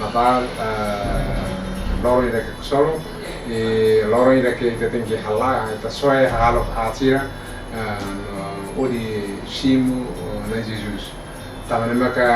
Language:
Tetum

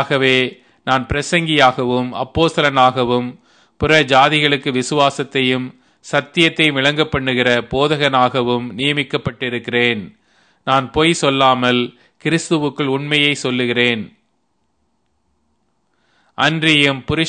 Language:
Tamil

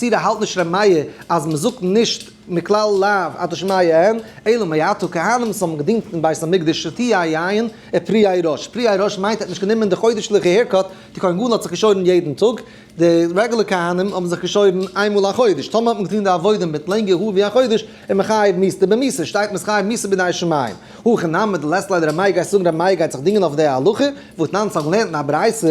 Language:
Yiddish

